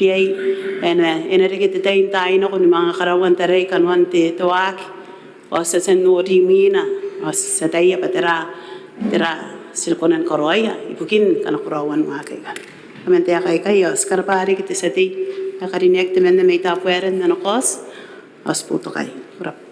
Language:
Gilbertese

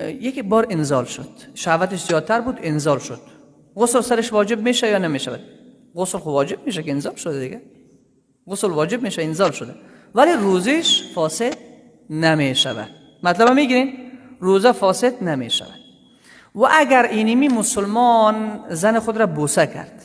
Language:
Persian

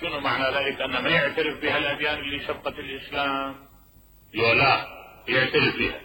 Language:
Mesopotamian Arabic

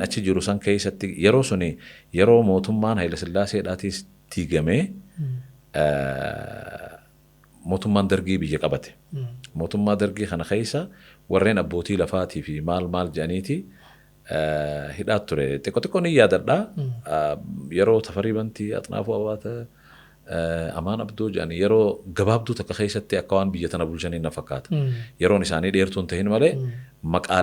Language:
Oromo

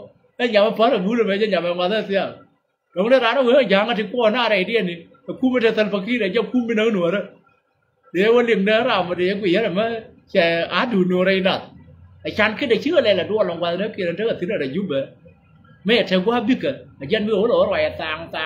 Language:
Nuer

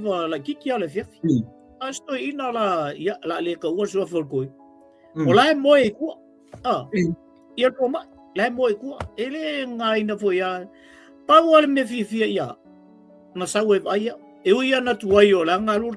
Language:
Samoan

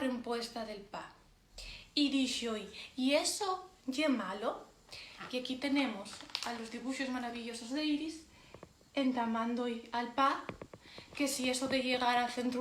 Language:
Asturian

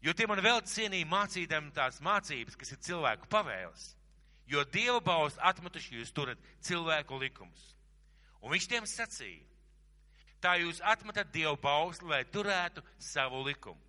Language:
Latvian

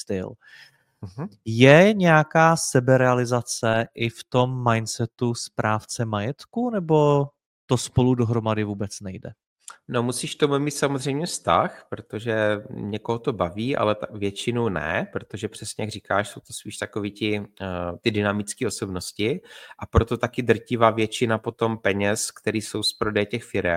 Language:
Czech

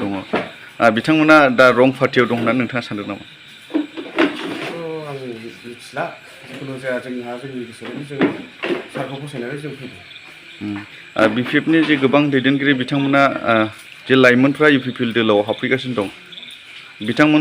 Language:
Bodo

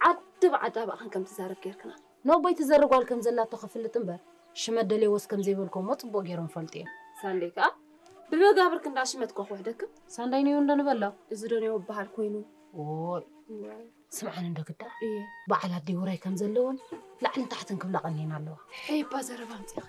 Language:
Tigrinya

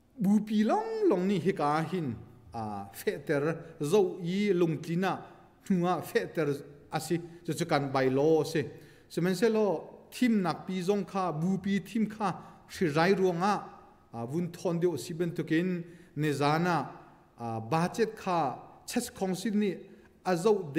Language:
Hakha Chin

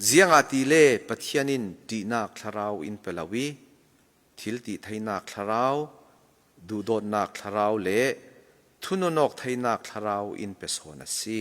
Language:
Falam Chin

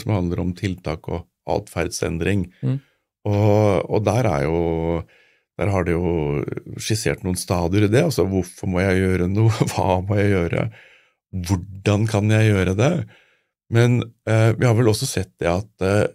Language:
Norwegian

